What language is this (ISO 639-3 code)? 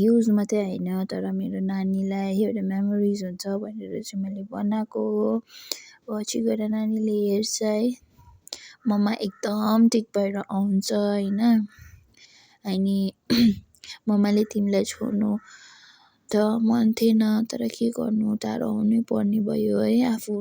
nep